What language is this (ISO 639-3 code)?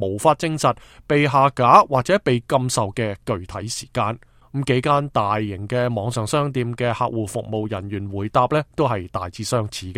yue